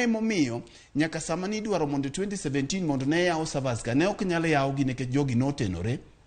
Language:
Luo (Kenya and Tanzania)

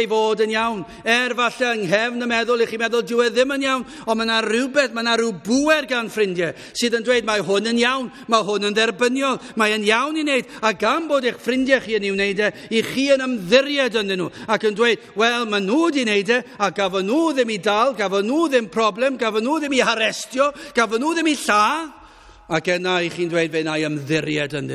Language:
Welsh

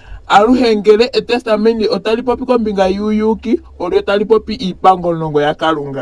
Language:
Ndonga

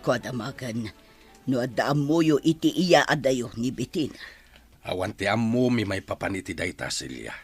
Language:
Iloko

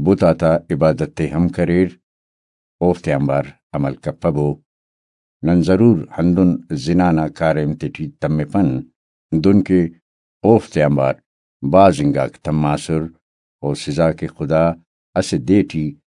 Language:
Brahui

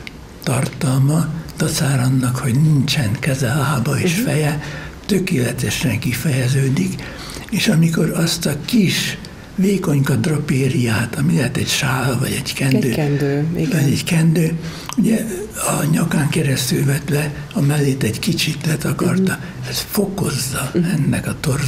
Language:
Hungarian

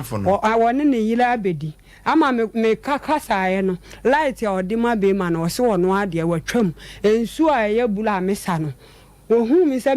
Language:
Akan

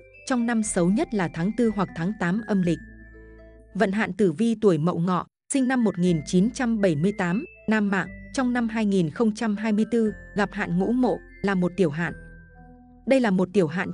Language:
Vietnamese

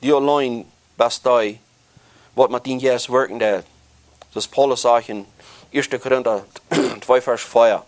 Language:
Plautdietsch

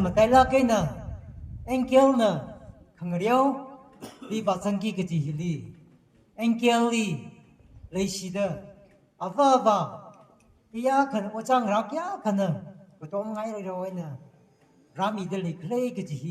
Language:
Tangkhul Naga (India)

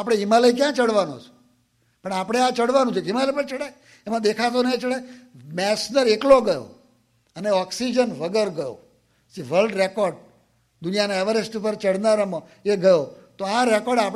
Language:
Gujarati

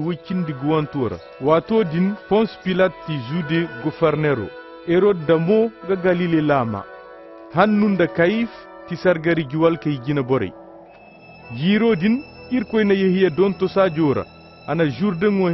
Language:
Koyraboro Senni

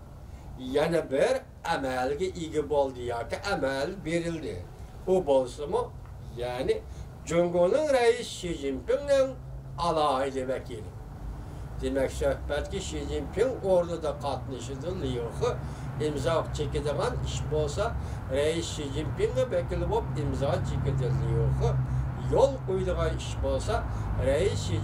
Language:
Uyghur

